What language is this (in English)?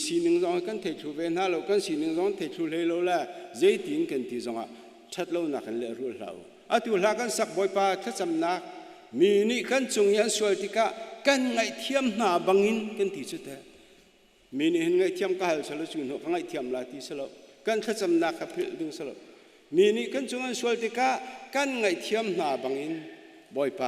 Hakha Chin